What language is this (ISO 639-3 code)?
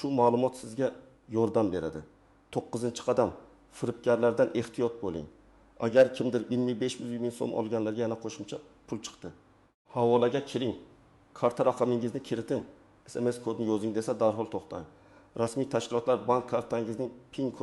uzb